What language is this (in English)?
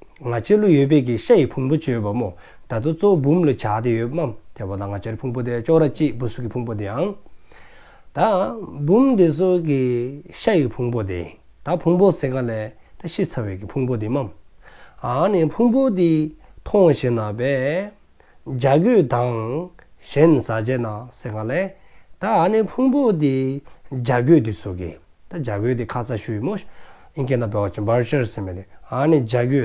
Dzongkha